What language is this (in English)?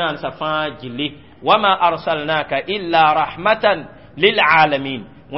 Mossi